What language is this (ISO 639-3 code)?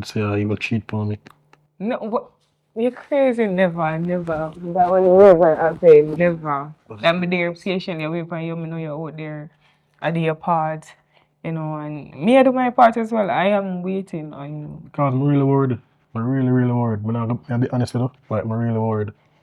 jam